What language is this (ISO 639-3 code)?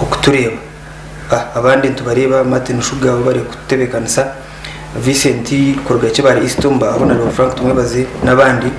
nyn